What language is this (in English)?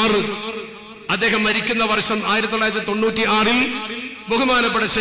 Malayalam